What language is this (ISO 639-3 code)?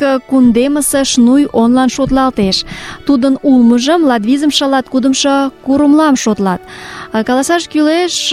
chm